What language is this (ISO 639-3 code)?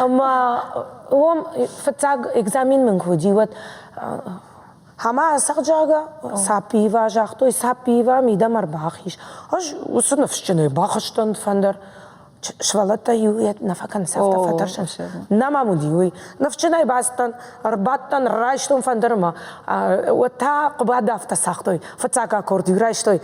oss